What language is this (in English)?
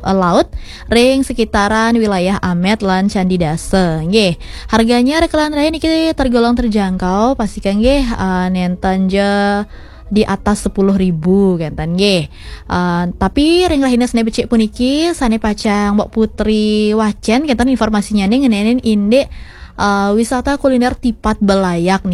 Balinese